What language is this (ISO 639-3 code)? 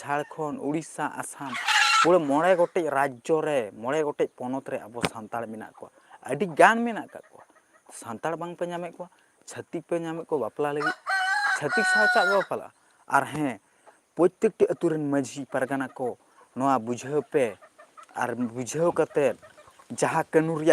sat